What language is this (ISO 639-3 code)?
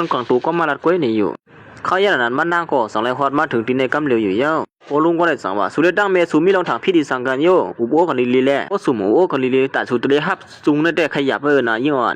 shn